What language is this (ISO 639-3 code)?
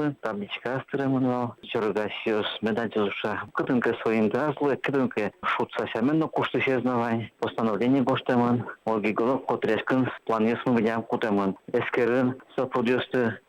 udm